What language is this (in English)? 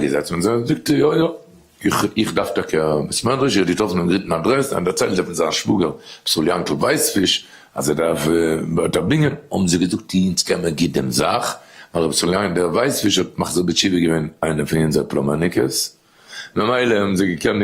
Yiddish